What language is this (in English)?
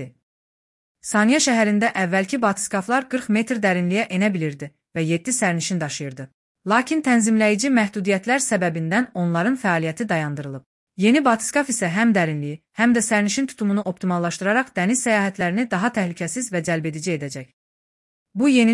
Azerbaijani